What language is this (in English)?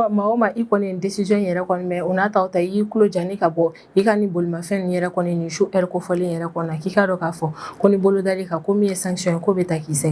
Bambara